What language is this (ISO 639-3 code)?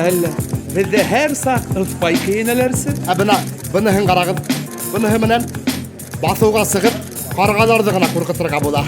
bak